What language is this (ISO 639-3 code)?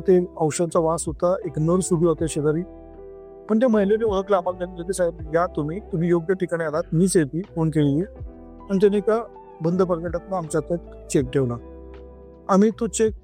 mar